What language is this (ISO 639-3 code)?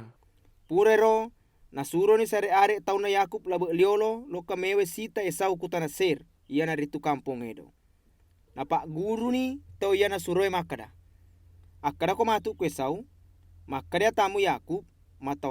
bug